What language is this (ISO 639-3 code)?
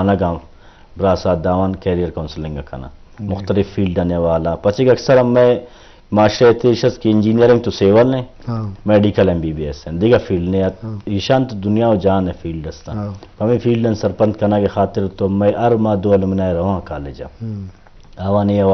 bgp